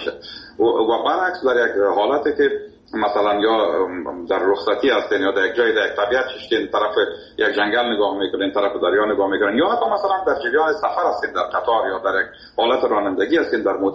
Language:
Persian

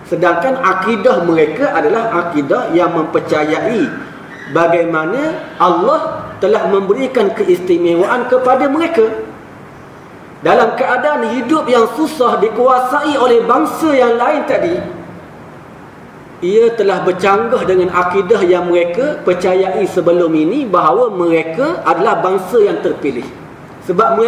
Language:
Malay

